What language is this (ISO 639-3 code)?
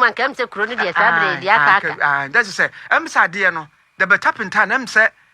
aka